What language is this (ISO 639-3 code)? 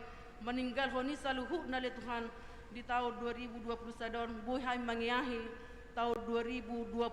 bbc